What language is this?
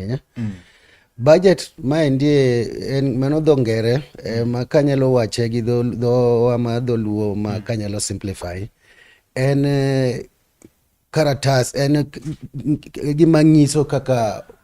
Luo (Kenya and Tanzania)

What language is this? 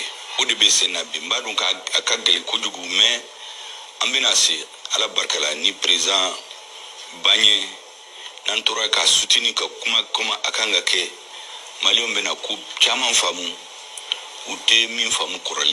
Bambara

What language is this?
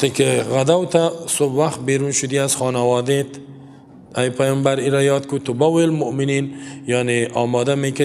Persian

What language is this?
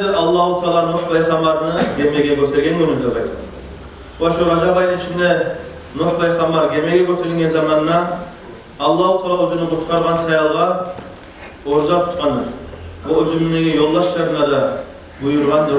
Kumyk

